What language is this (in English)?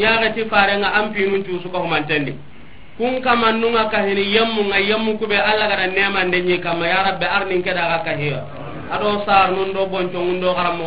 Soninke